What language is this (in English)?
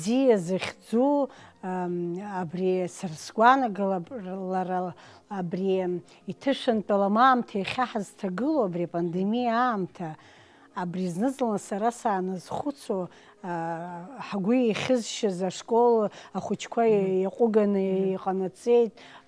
Abkhazian